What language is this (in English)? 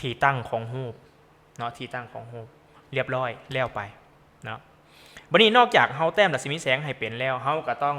Lao